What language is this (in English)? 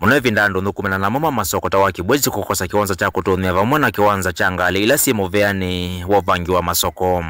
Kamba